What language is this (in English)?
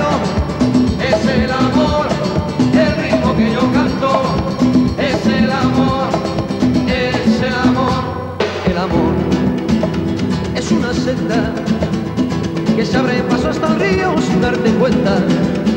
Spanish